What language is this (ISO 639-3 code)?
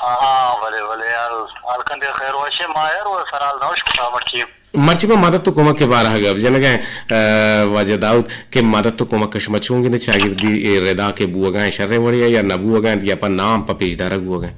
bgp